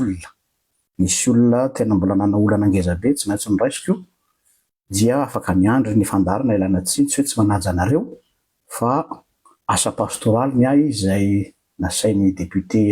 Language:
Malagasy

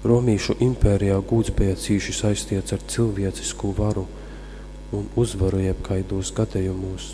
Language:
Latgalian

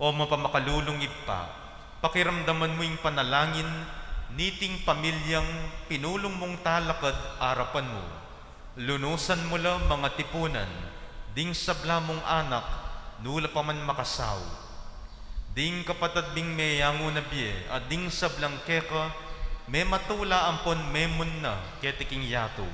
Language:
Pampanga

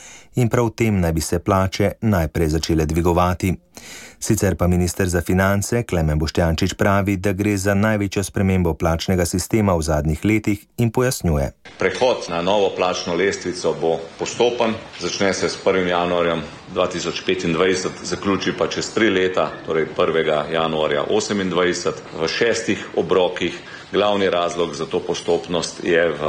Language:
Slovenian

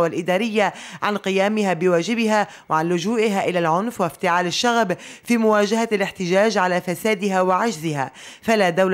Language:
Arabic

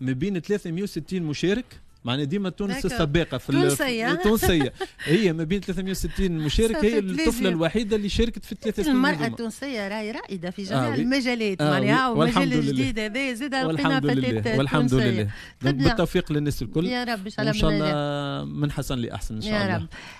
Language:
Tunisian Arabic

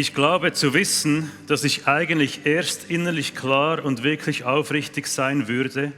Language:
Swiss German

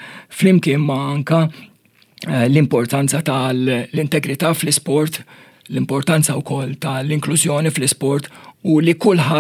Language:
Maltese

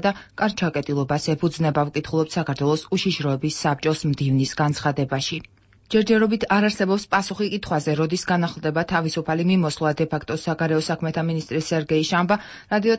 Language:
Georgian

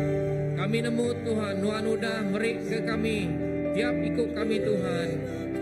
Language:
Iban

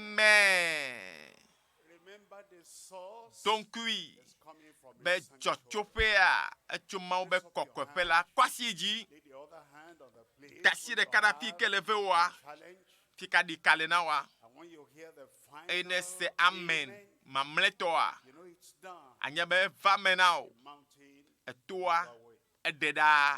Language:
Ewe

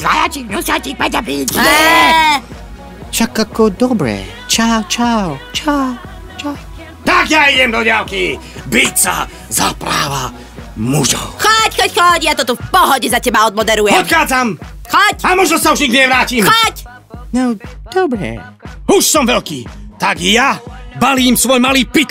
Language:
Slovak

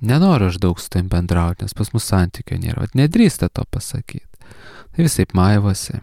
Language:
Lithuanian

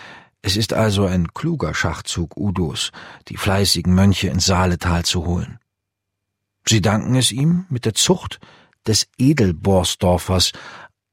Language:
German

